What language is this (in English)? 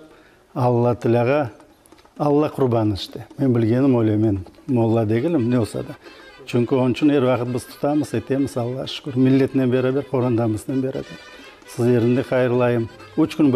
Crimean Tatar